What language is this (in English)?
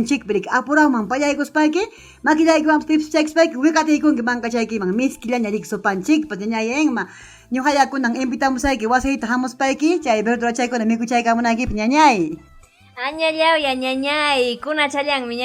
Ayacucho Quechua